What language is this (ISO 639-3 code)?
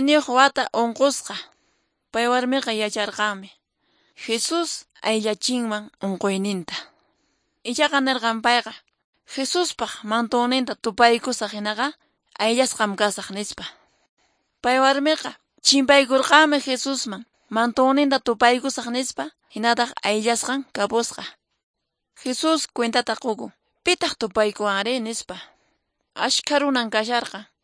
que